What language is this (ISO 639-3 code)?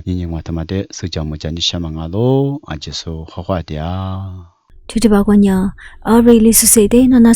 lis